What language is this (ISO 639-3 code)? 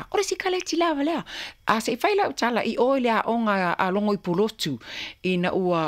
smo